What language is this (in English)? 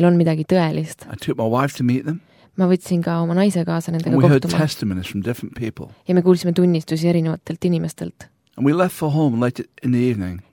Estonian